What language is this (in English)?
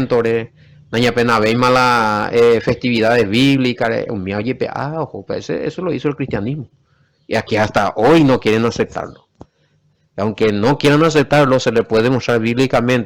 Guarani